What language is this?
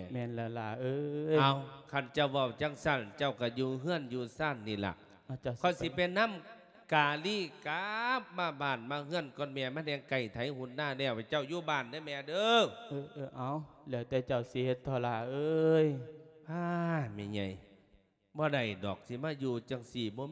Lao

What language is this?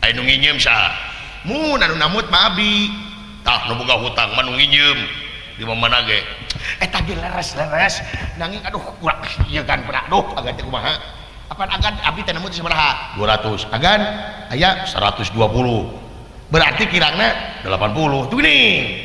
Sundanese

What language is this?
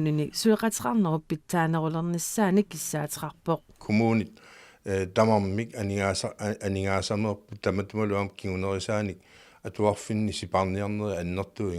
Kalaallisut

